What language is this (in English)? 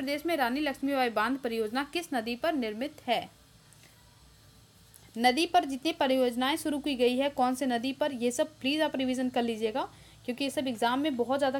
Hindi